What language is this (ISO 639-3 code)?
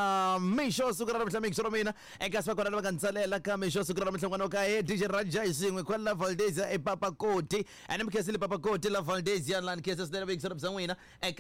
tso